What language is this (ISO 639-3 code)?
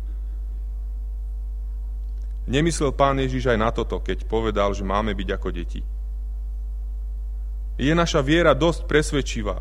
slk